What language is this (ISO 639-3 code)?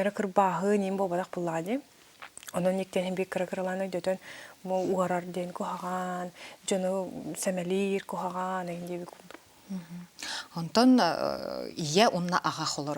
sah